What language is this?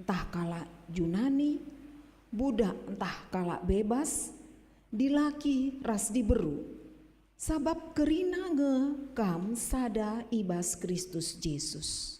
Batak Karo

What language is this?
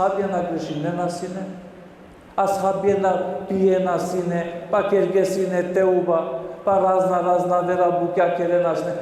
Balkan Romani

